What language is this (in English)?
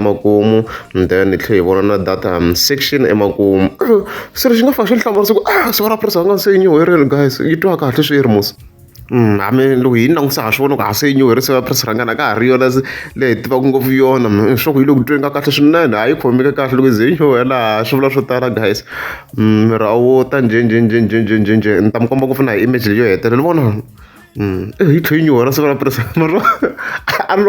Tsonga